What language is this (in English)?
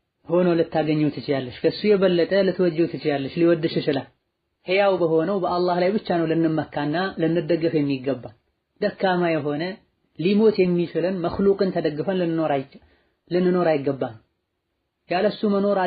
Amharic